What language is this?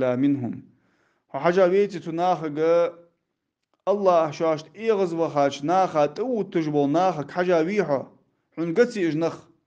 Ingush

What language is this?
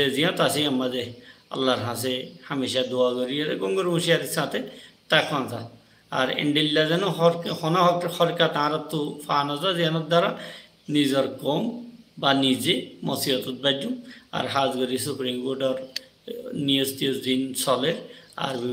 Rohingya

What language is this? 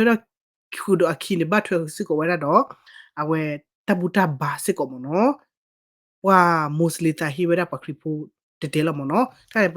S'gaw Karen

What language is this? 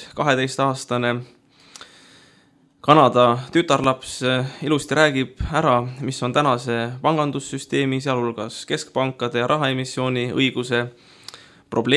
Estonian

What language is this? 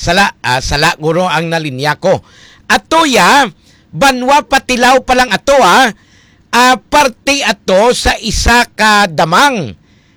Hiligaynon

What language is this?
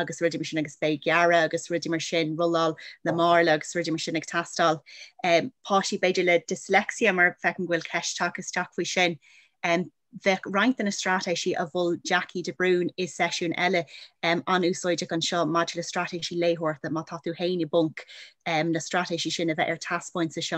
Irish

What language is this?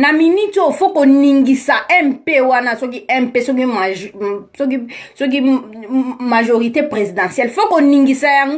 Lingala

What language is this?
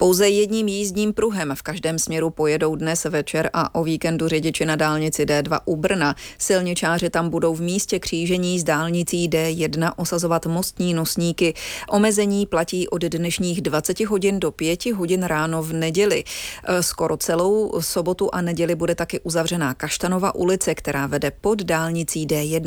Czech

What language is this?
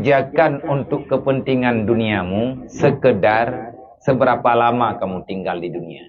Achinese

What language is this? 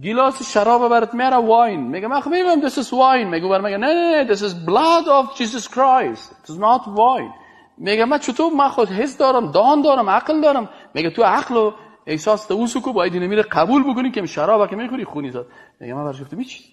Persian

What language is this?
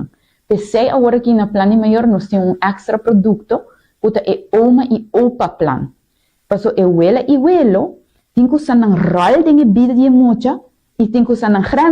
Papiamento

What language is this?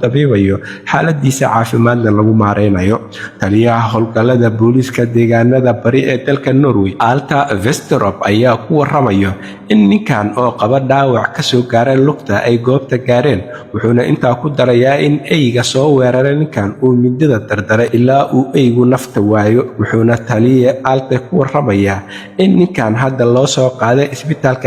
Somali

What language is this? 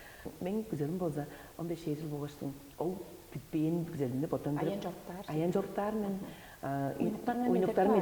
Tuvinian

